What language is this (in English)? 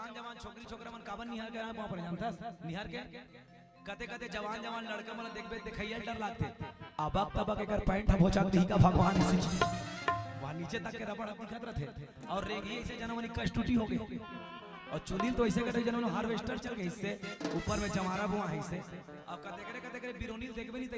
Chhattisgarhi